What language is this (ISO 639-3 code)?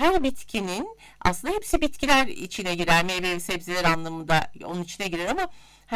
tur